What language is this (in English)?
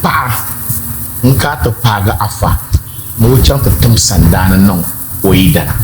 Dagbani